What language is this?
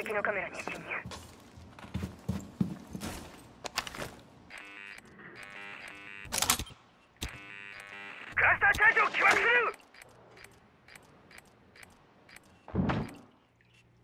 Japanese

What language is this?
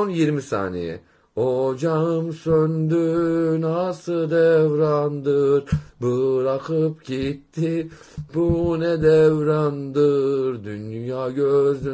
Turkish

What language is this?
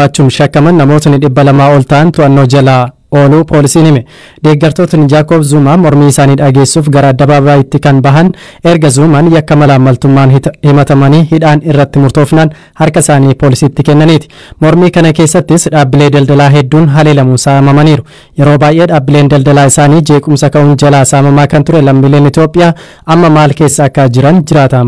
Oromo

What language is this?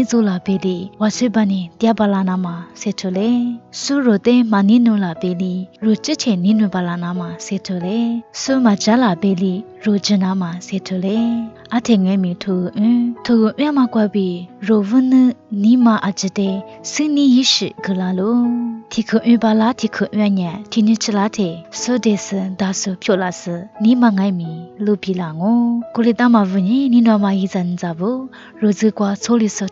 Lisu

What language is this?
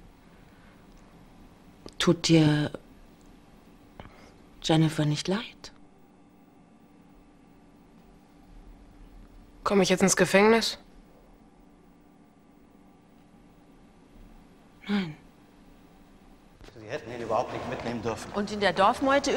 German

